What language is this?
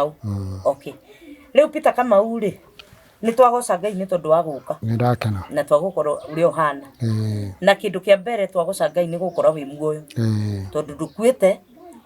Kikuyu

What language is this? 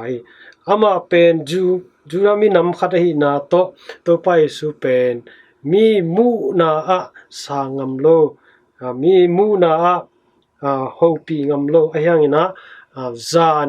Tedim Chin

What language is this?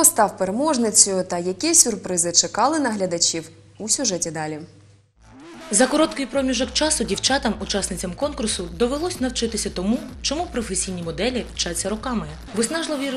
Ukrainian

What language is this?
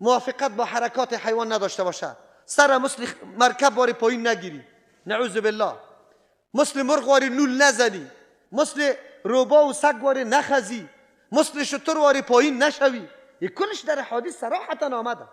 Persian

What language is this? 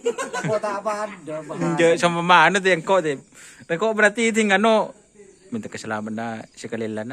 Madurese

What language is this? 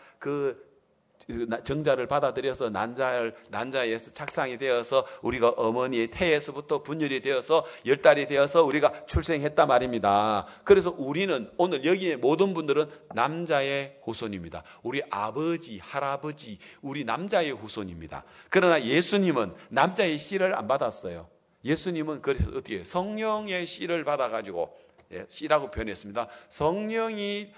Korean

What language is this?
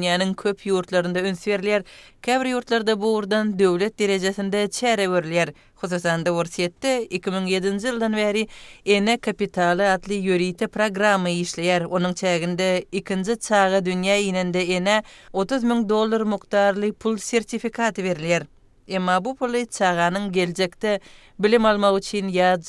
Turkmen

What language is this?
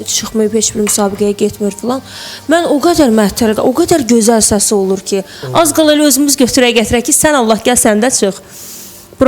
Azerbaijani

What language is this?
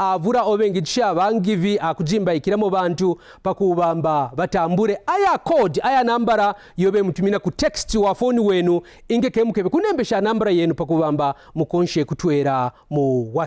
Kaonde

